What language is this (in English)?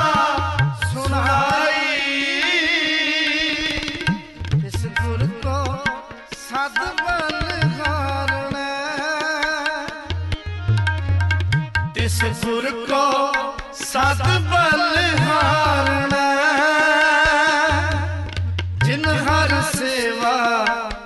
Punjabi